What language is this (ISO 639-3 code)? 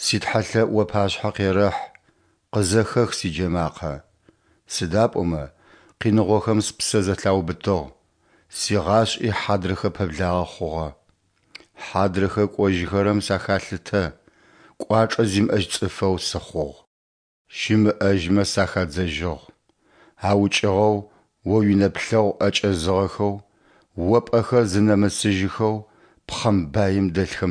ady